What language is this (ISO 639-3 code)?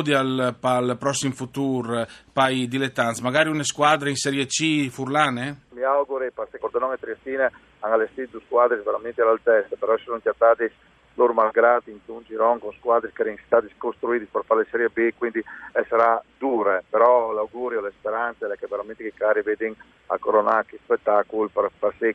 fur